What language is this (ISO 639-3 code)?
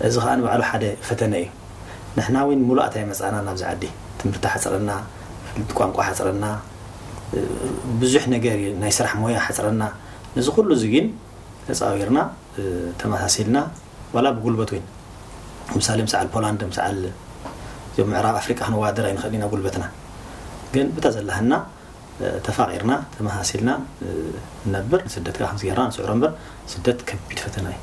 tir